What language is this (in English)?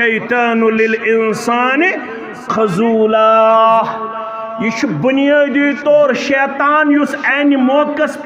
Kashmiri